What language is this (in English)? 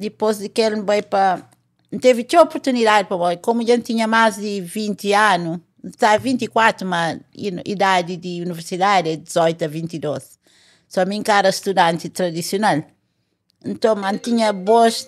Kabuverdianu